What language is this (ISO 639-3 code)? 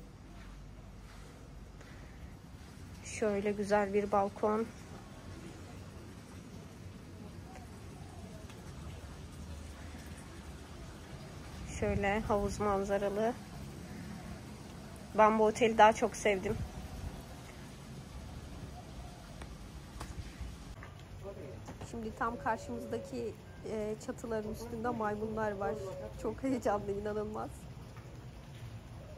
tur